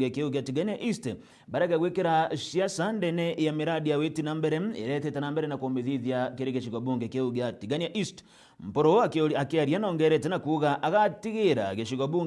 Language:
Meru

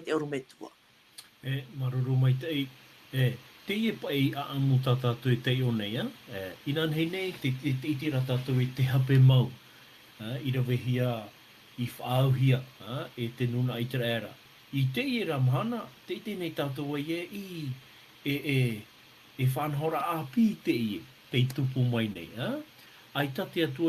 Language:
Tahitian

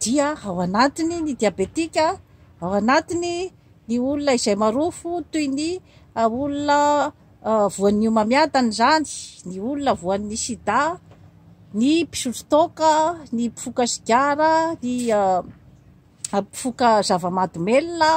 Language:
Malagasy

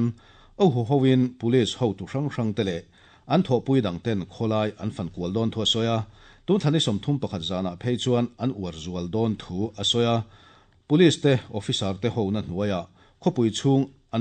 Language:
Mizo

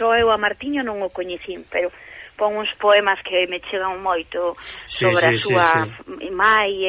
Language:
Galician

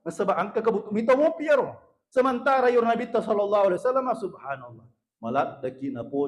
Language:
Buginese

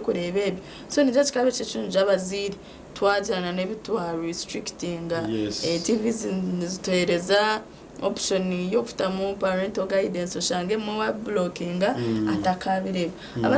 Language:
Nyankole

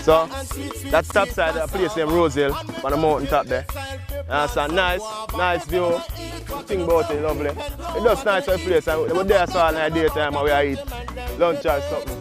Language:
Jamaican Creole English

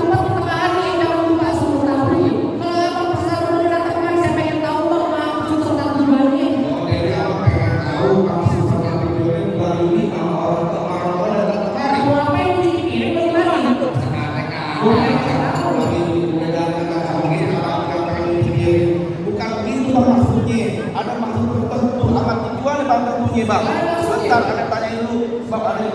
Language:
Betawi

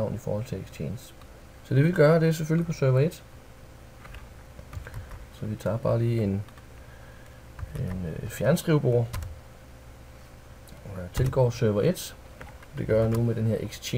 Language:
Danish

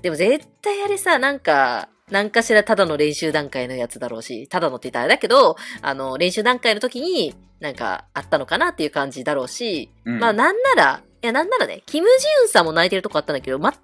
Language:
Japanese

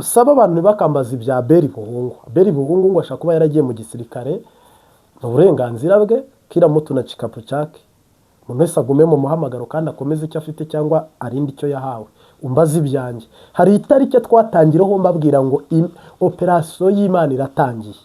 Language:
Kinyarwanda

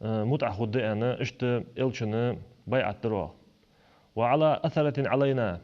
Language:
Ingush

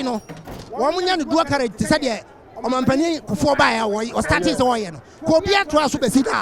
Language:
Akan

